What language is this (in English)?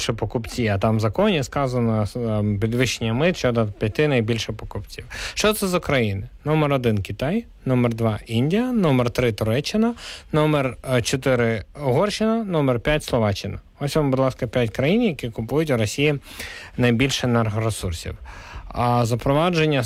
Ukrainian